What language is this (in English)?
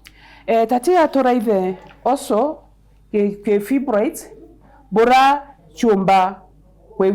Meru